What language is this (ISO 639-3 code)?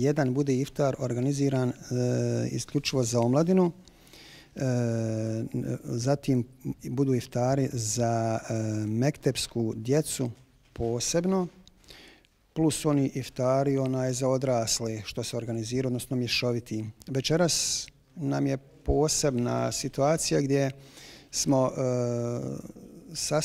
bos